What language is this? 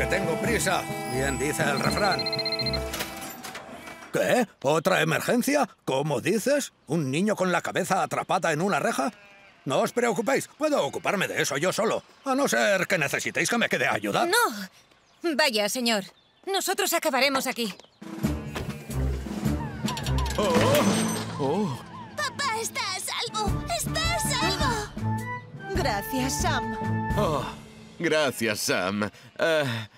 Spanish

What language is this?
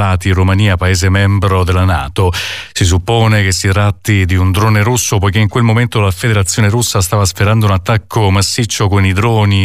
Italian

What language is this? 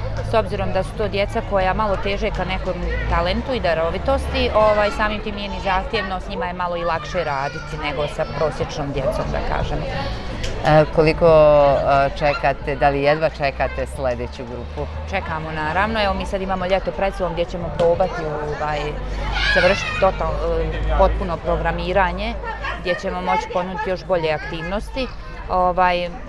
Bosnian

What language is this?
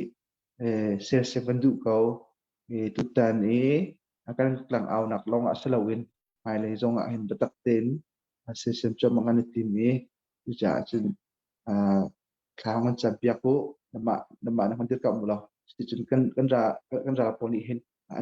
Hakha Chin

